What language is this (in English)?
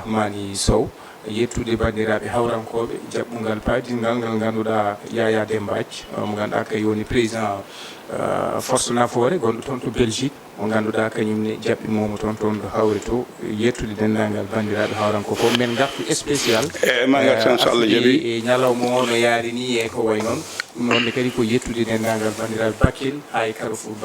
Fula